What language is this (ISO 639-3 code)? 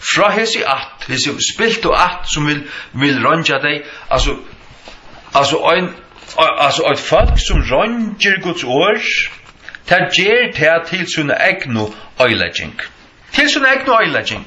fao